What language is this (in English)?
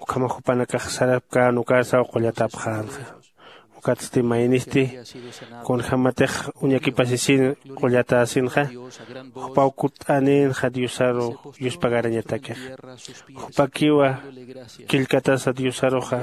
Aymara